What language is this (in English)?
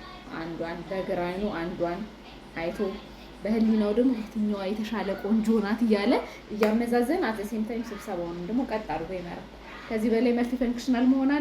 Amharic